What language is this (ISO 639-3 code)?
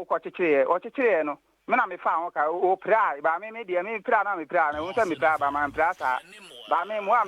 aka